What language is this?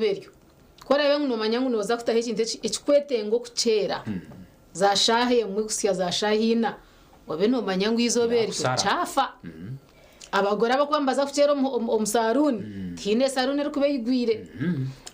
Nyankole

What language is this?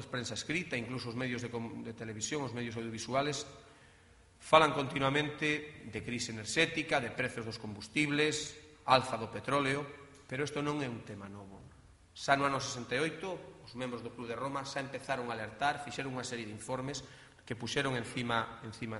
Galician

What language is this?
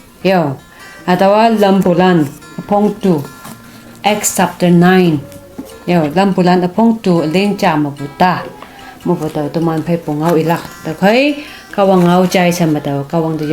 Konyak Naga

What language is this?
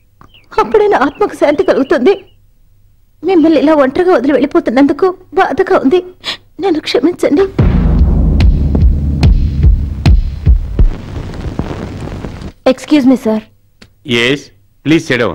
Telugu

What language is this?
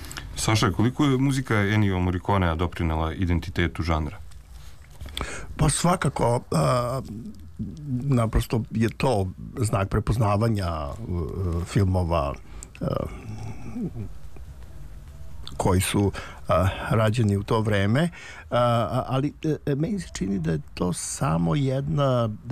Serbian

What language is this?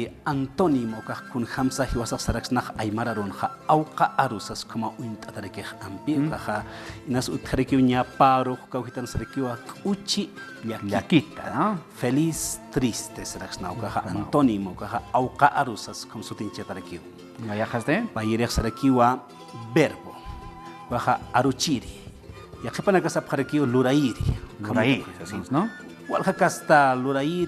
Aymara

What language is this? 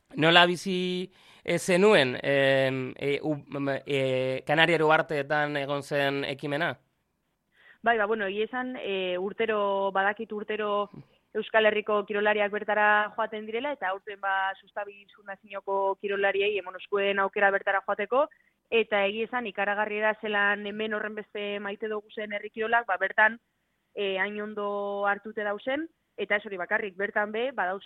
Basque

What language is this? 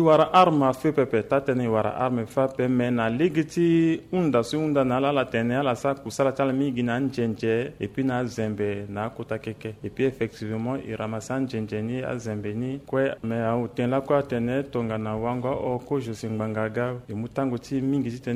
Sango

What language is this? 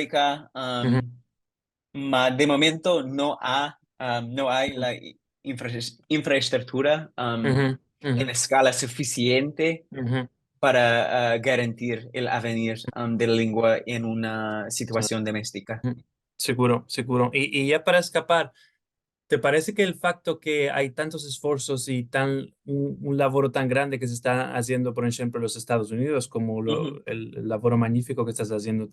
Ladino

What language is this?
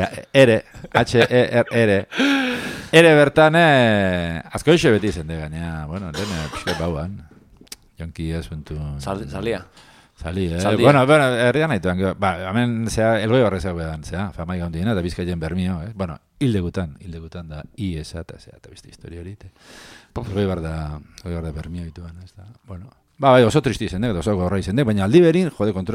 Basque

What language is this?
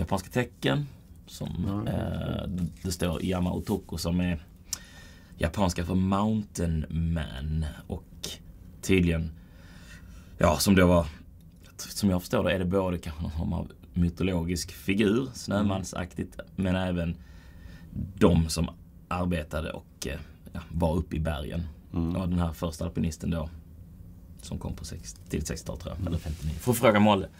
Swedish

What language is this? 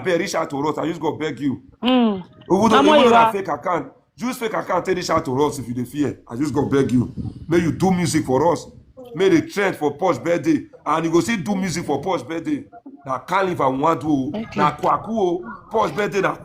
Nigerian Pidgin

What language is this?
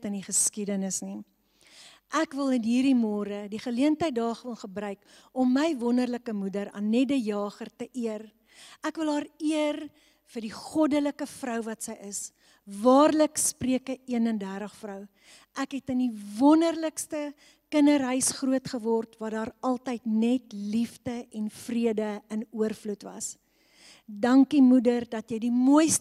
Afrikaans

